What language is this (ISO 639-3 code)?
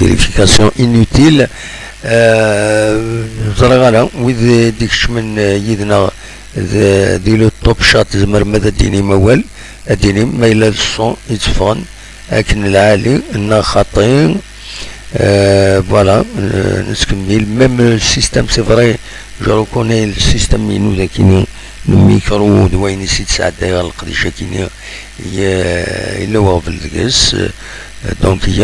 kab